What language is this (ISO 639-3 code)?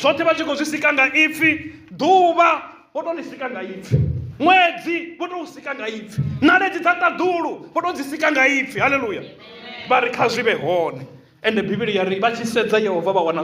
ven